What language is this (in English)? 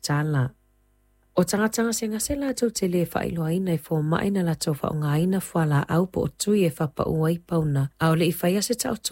Samoan